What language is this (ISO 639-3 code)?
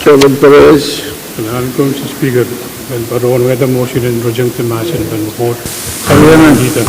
pon